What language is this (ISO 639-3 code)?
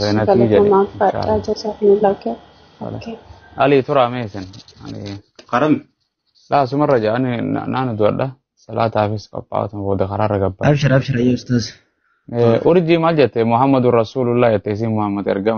orm